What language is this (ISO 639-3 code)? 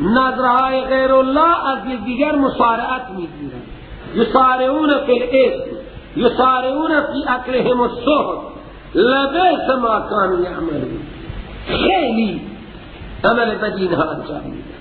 fas